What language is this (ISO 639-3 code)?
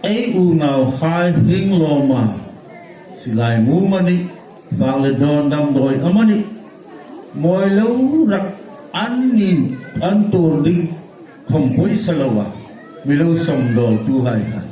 hmr